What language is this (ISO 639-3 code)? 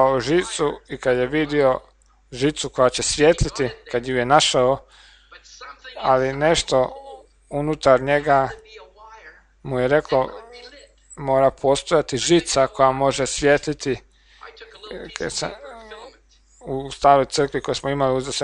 hrv